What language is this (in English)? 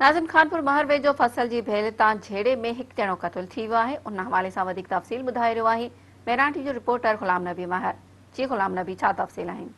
Sindhi